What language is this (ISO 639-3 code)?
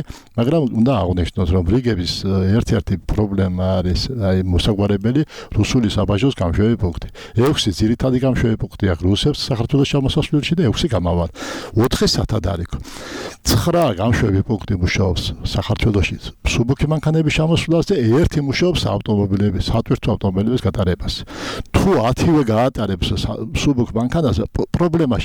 kat